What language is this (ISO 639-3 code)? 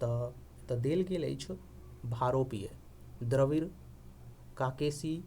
mai